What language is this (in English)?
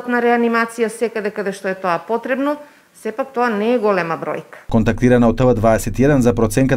Macedonian